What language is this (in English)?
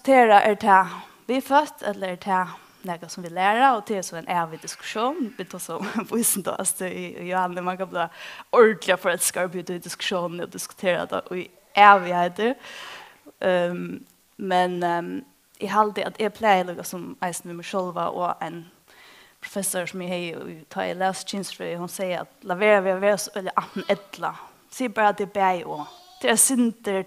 Faroese